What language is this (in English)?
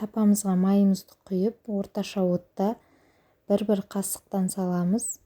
Kazakh